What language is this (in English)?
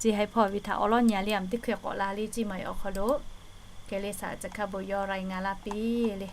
Lahu